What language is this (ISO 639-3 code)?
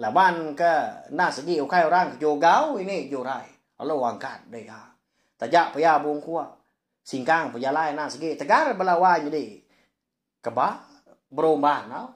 iba